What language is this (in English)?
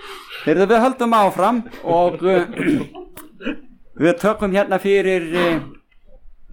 Icelandic